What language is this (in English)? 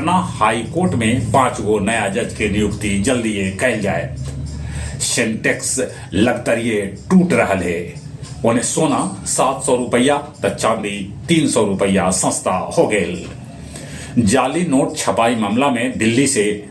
Magahi